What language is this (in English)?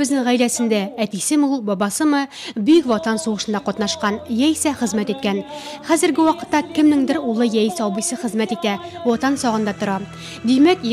Tatar